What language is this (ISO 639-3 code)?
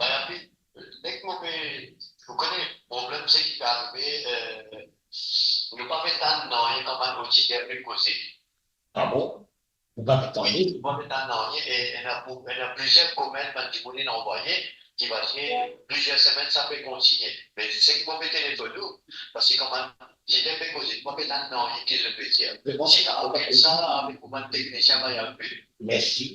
mfe